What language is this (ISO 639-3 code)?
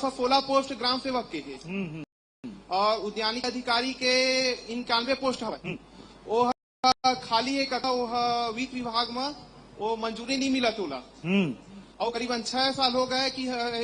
hne